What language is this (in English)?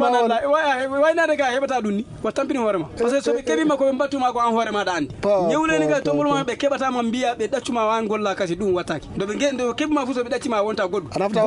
Fula